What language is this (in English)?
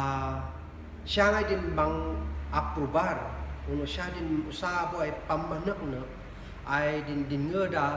Kankanaey